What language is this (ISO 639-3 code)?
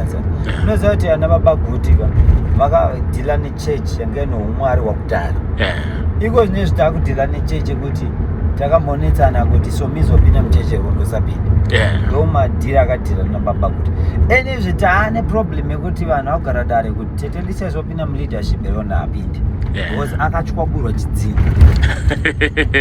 sna